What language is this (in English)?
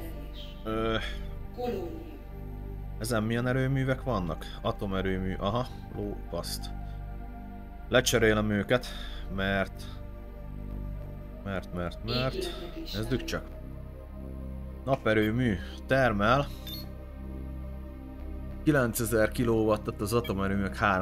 Hungarian